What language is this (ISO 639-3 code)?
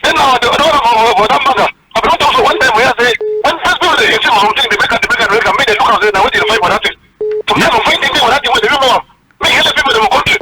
wes